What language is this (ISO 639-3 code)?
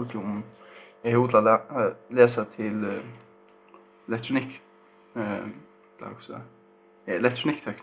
fao